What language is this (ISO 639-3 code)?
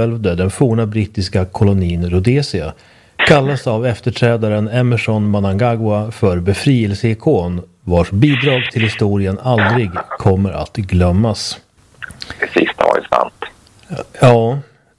swe